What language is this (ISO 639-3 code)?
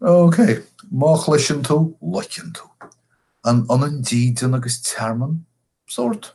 gle